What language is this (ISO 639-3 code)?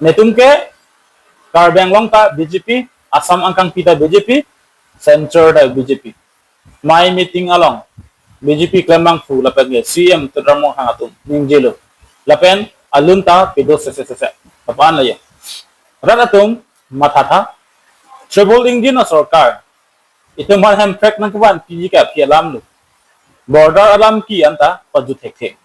mjw